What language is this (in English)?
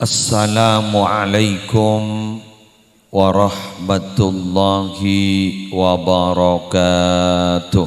Madurese